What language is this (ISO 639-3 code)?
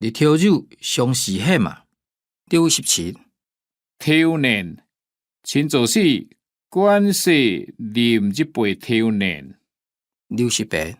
hak